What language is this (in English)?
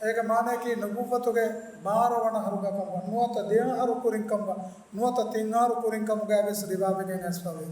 Divehi